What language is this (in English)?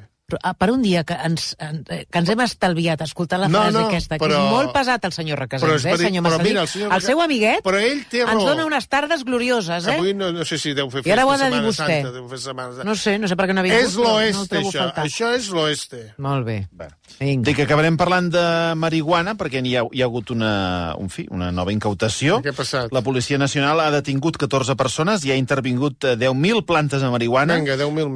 Catalan